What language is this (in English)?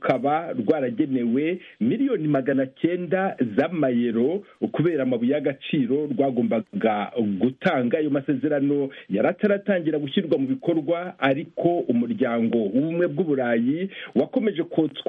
Kinyarwanda